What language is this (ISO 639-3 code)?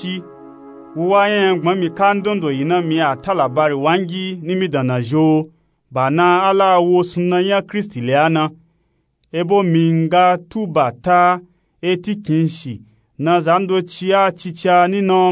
nup